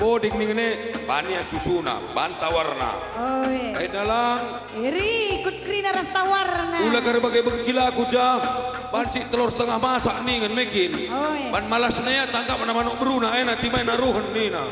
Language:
Batak Karo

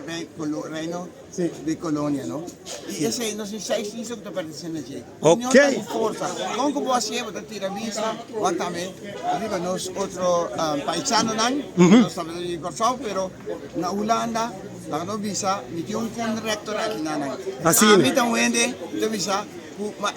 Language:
Papiamento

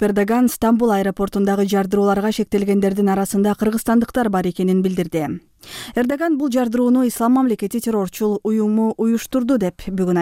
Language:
Kyrgyz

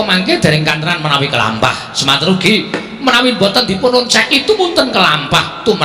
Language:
Javanese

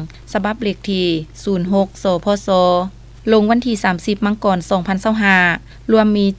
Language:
Lao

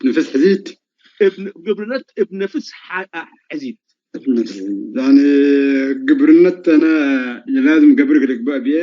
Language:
Tigre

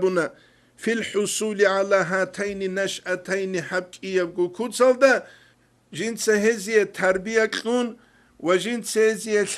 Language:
Avaric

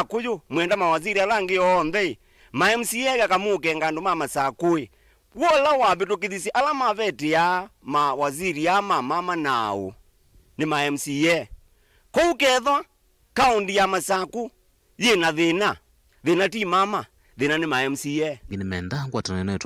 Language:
Kamba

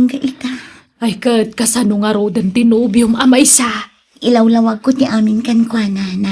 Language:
Iloko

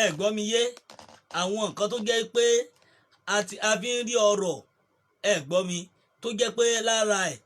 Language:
Yoruba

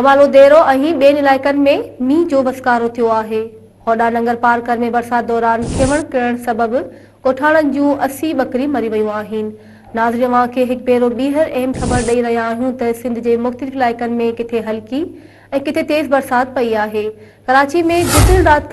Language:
Sindhi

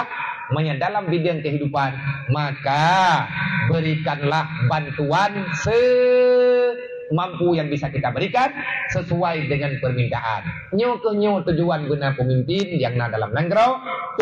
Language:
Achinese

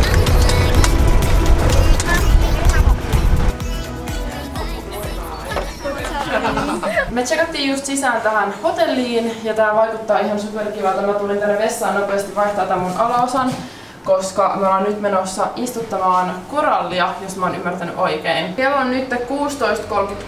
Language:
Finnish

